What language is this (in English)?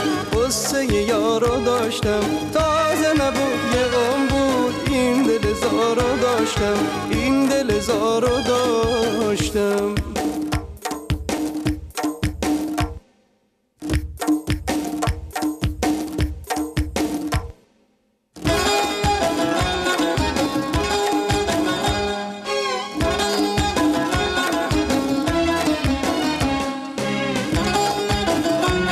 Persian